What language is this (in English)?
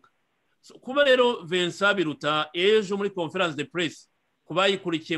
Kinyarwanda